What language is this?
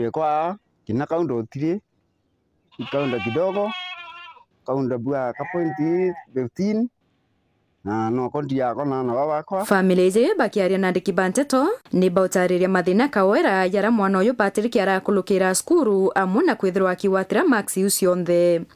Meru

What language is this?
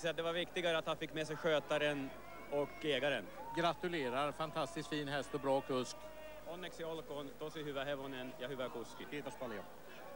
Swedish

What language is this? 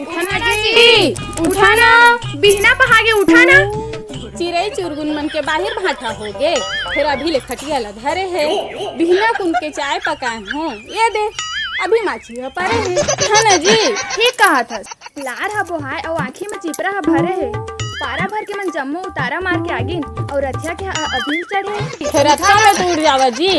Chhattisgarhi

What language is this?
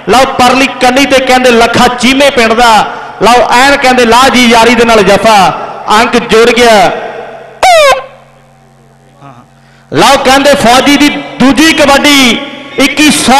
Punjabi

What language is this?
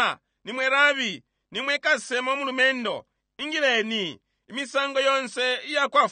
Bemba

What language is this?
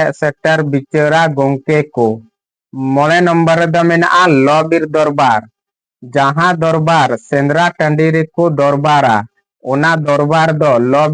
Santali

